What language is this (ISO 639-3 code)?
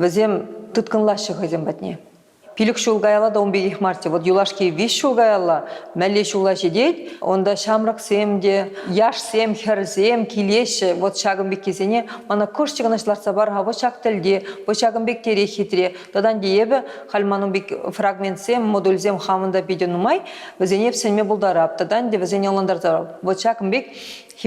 chv